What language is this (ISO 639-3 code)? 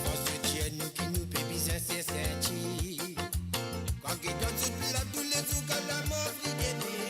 mfe